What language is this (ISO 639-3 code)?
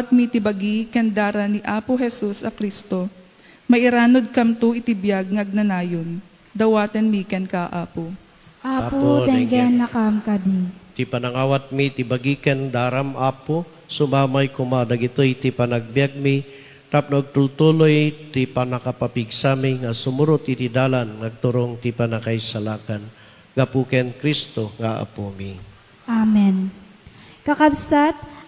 ilo